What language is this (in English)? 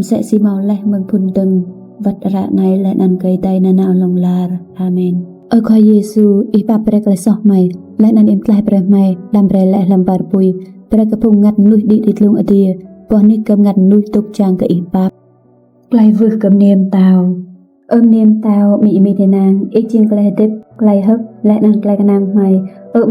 Rade